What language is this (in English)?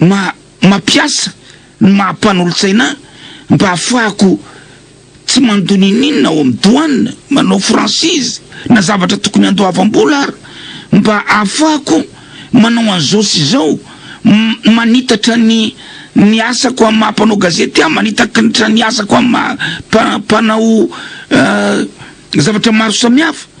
Malagasy